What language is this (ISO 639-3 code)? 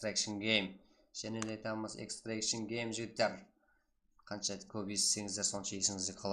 kaa